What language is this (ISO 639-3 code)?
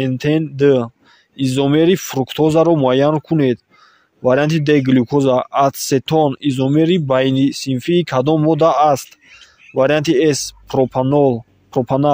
tgk